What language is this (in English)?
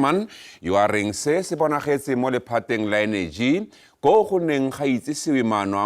Tswana